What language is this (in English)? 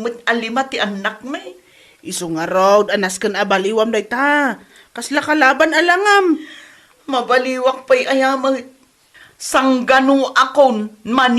Iloko